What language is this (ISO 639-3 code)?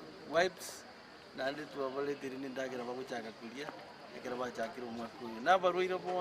guz